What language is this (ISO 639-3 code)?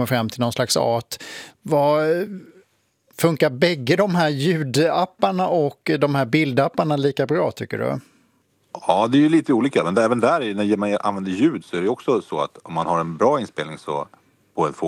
swe